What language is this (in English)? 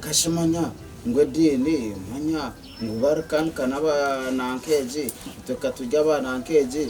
Nyankole